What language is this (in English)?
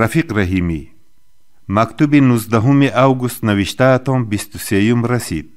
Tajik